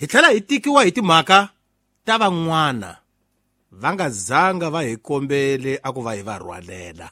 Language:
Tsonga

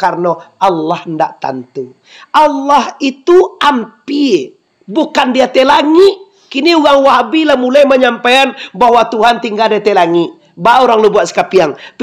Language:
Minangkabau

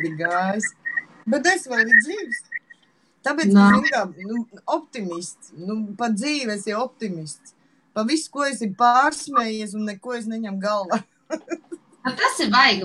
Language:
Latvian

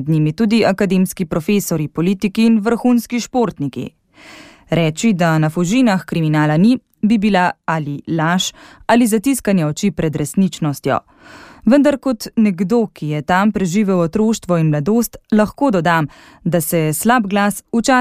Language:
Slovenian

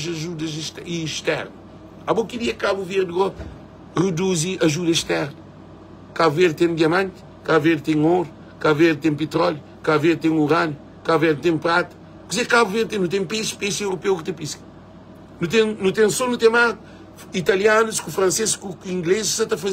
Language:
Kabuverdianu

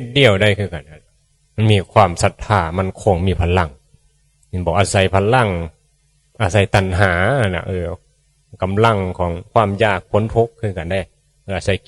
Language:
Northeastern Thai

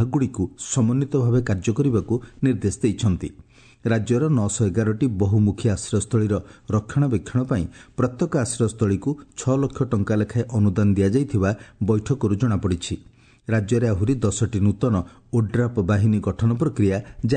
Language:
Odia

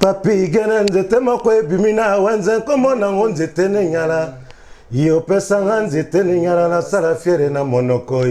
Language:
Lingala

